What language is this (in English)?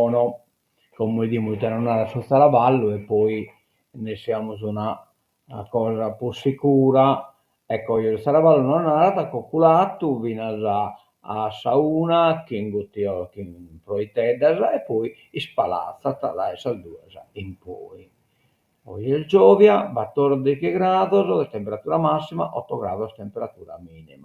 Sardinian